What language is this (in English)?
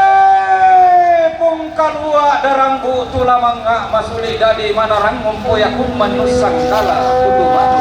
Toraja-Sa'dan